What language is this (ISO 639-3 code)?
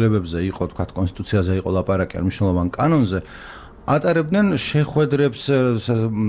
kat